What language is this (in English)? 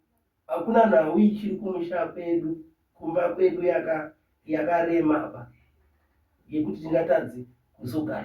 Shona